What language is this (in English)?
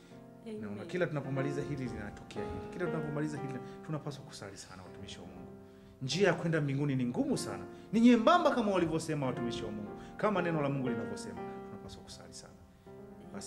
Swahili